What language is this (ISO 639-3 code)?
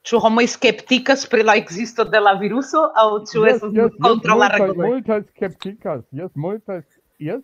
epo